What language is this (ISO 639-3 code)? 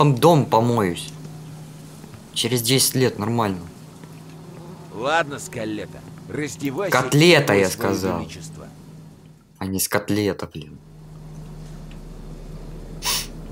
rus